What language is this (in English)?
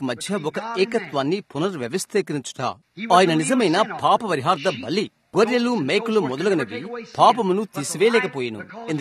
Telugu